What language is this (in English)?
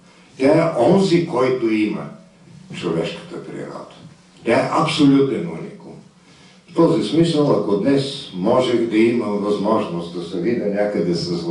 Bulgarian